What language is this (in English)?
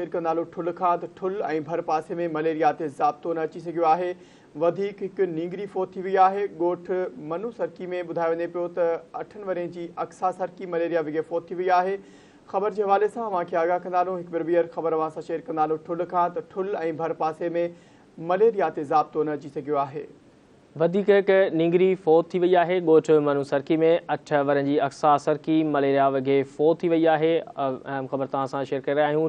Sindhi